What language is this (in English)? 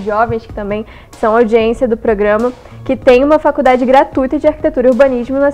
Portuguese